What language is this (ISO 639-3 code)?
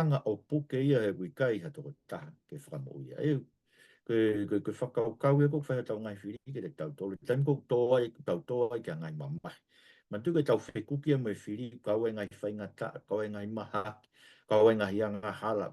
ton